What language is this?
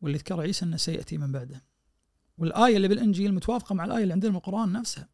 Najdi Arabic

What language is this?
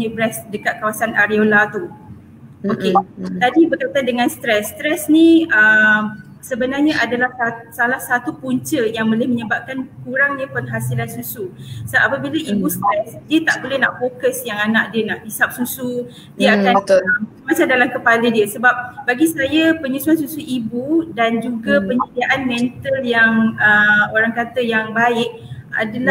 Malay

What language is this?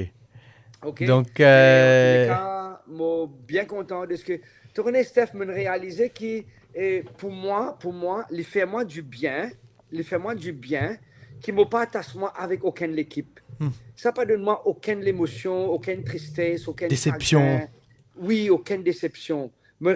Morisyen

